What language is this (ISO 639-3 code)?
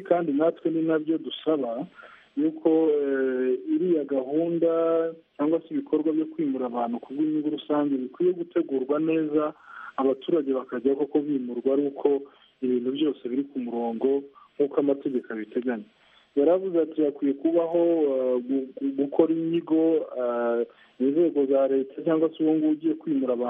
kin